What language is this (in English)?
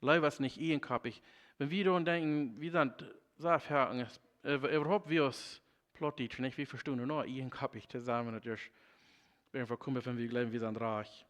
Plautdietsch